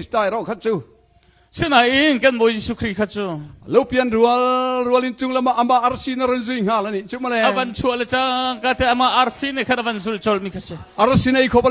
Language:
Hakha Chin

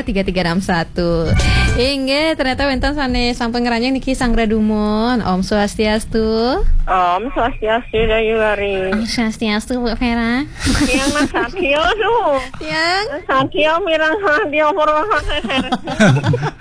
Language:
Balinese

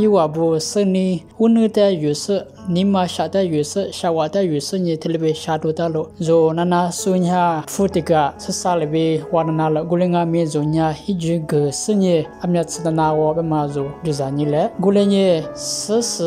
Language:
Lisu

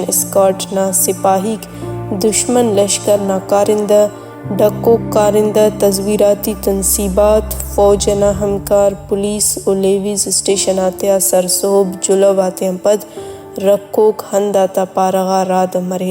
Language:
Brahui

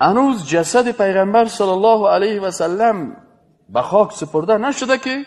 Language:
Persian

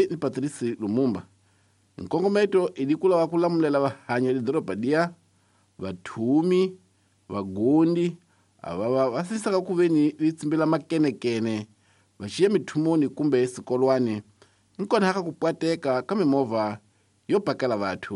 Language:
Tsonga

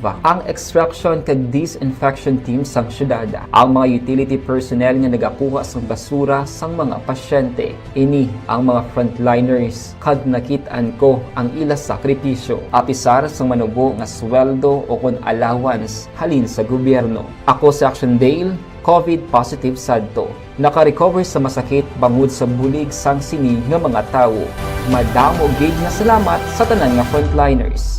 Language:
Hiligaynon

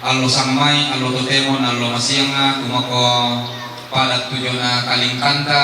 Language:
Toraja-Sa'dan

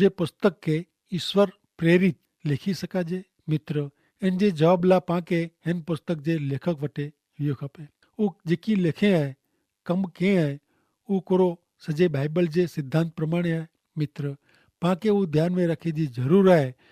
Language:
Kachhi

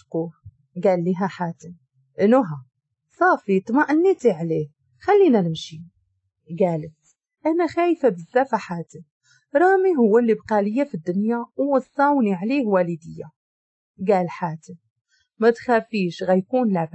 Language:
Moroccan Arabic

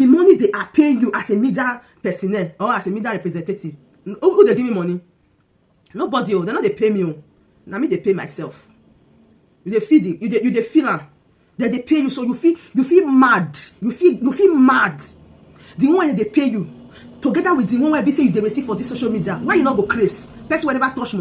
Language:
Nigerian Pidgin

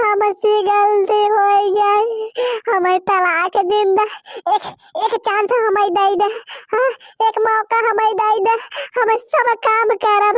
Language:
Bhojpuri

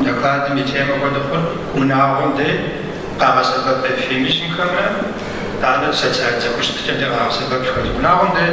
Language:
Kabardian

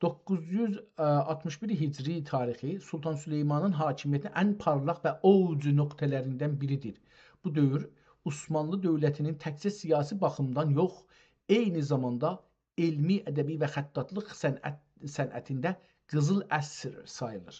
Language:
South Azerbaijani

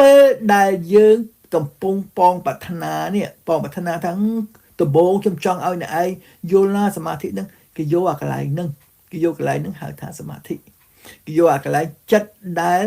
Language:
Khmer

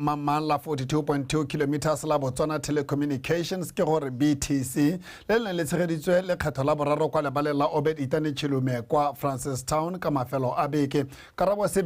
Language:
Tswana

